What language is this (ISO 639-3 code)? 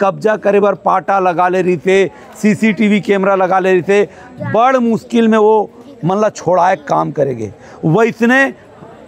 hne